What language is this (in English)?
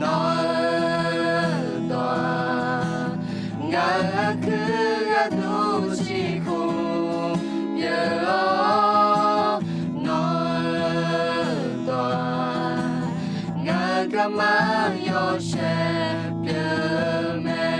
Akha